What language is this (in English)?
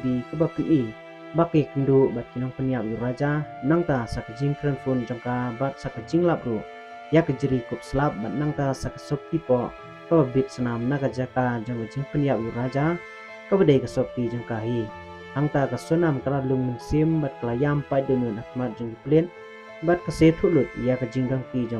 Khasi